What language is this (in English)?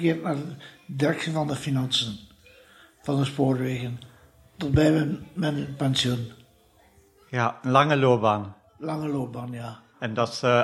Dutch